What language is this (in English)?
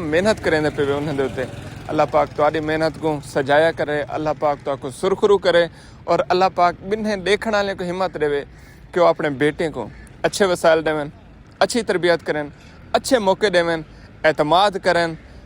Saraiki